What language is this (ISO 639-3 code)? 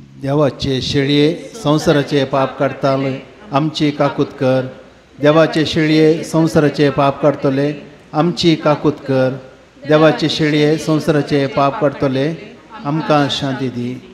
kok